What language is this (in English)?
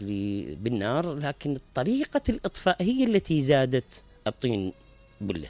Mesopotamian Arabic